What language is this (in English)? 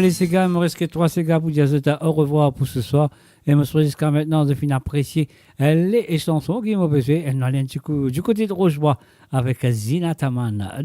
Morisyen